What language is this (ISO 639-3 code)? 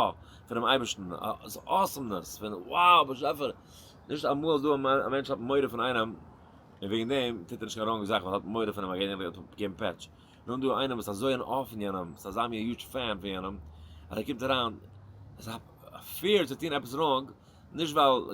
yid